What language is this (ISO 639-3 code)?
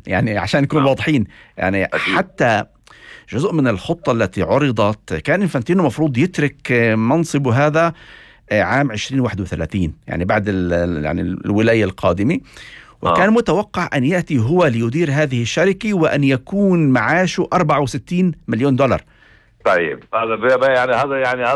apc